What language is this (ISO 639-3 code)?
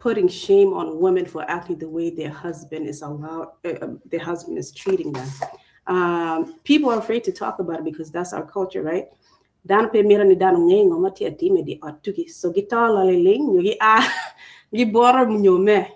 ach